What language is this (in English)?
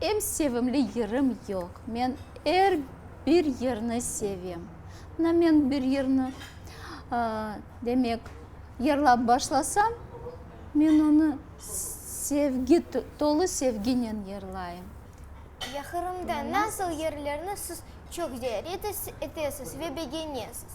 Crimean Tatar